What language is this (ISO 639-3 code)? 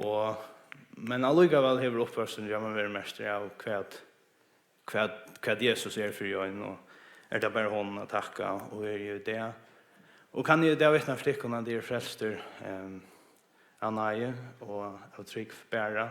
fao